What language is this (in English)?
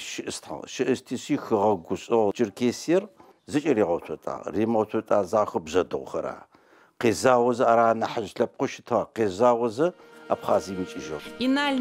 Adyghe